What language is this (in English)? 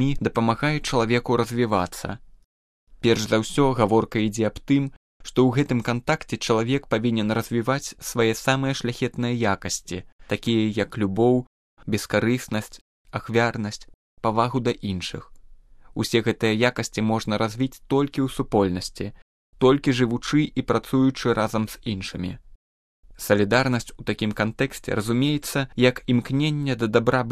Belarusian